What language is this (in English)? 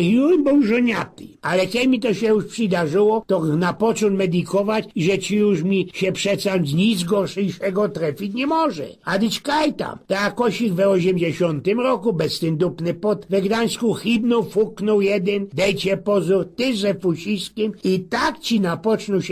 Silesian